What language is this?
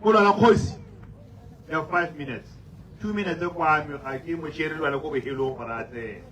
Tswana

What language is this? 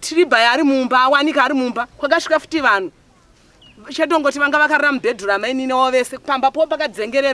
Shona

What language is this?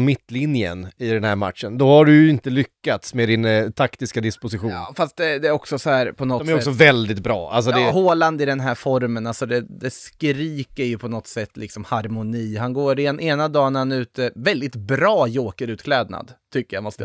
Swedish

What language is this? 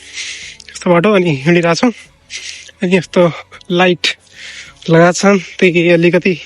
Nepali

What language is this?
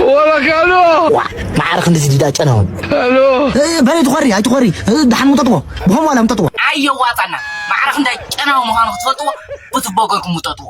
Tigrinya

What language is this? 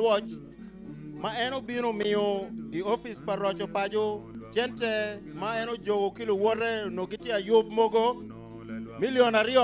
Acoli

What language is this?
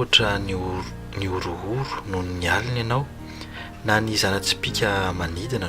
Malagasy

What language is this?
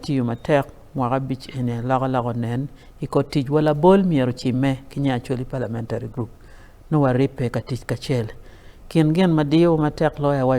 Acoli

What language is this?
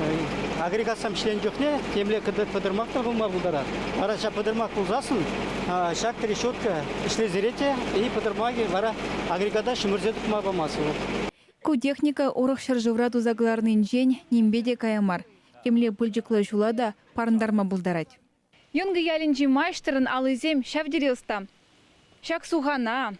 Chuvash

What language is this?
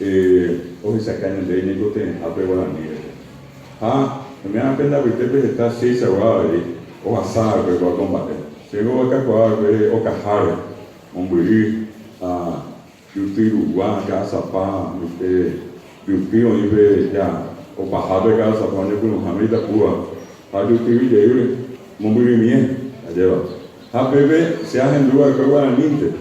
Guarani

